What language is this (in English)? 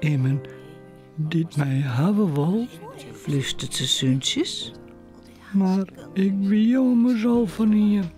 Western Frisian